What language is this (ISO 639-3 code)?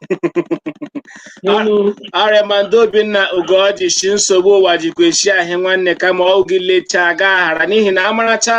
ibo